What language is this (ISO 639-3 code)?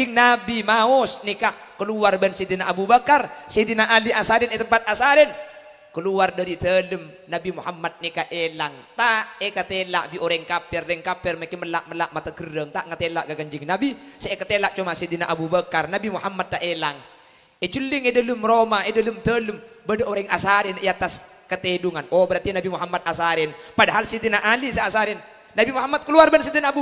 mad